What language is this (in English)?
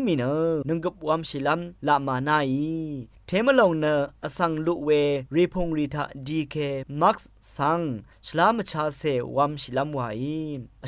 Rawang